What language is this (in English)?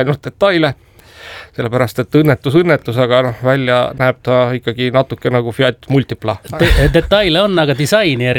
Estonian